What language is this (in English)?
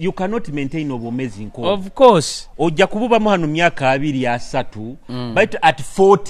Nyoro